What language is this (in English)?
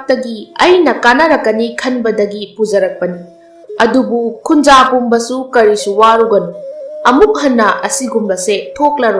Manipuri